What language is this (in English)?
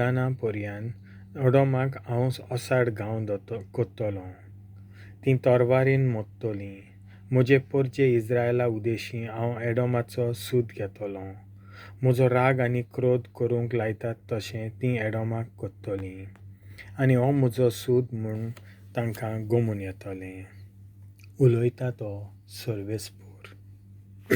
Konkani